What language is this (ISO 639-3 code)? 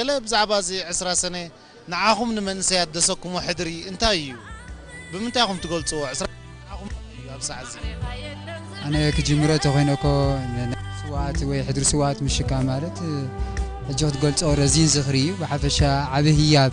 tir